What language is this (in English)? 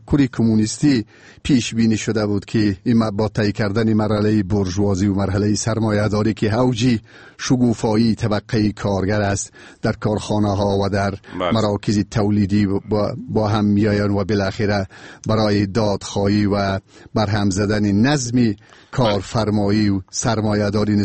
Persian